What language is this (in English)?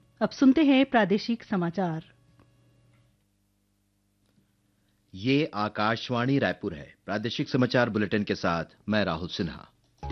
Hindi